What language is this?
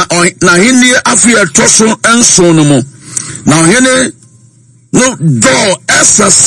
Akan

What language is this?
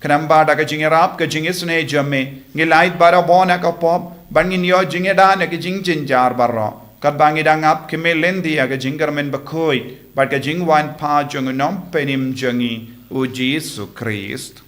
Khasi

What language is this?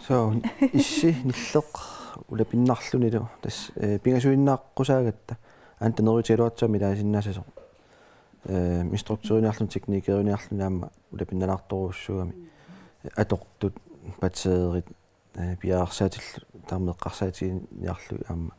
Kalaallisut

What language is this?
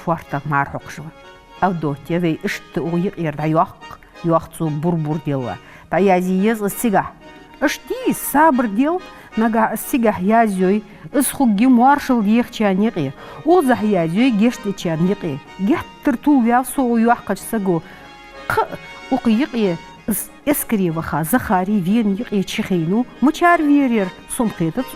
Ingush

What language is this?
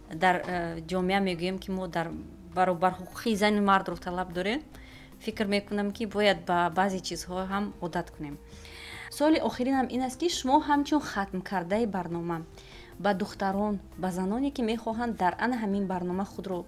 Tajik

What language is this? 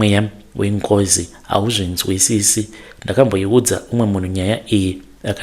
Shona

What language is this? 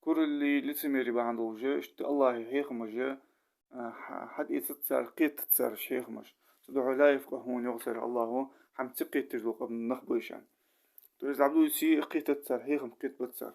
Ingush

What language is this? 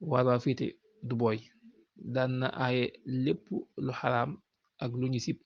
Wolof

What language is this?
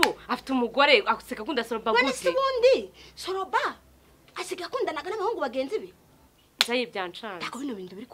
Kinyarwanda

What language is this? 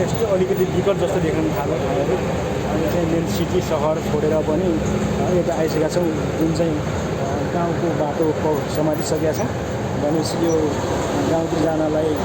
Nepali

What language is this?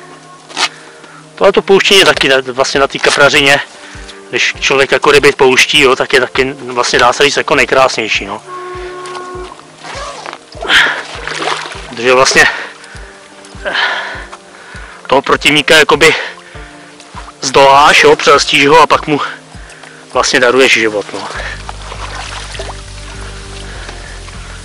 Czech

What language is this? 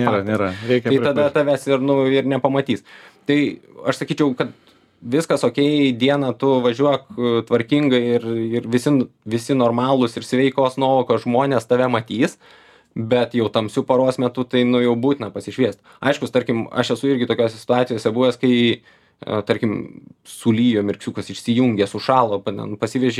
Lithuanian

